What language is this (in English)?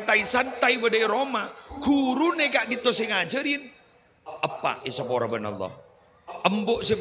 Madurese